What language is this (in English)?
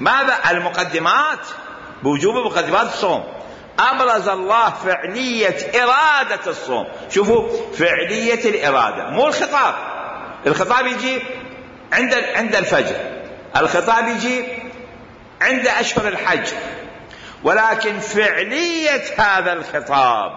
Mesopotamian Arabic